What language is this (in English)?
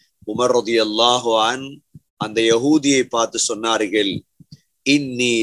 Tamil